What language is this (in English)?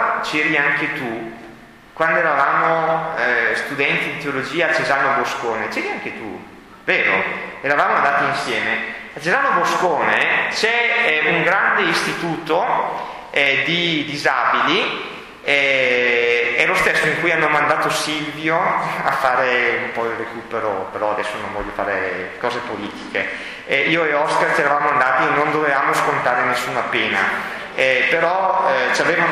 Italian